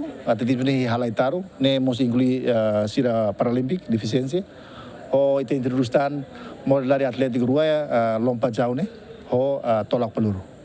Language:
Tetum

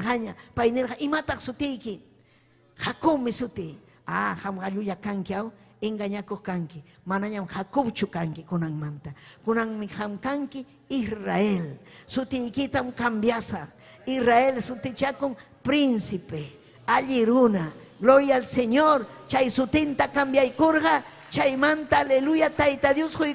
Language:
Ayacucho Quechua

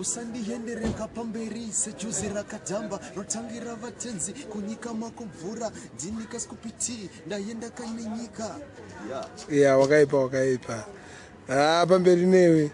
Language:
Shona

